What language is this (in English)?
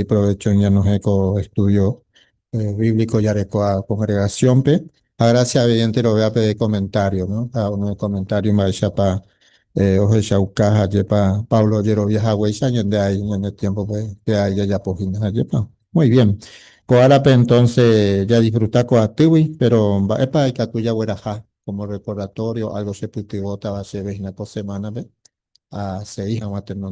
Guarani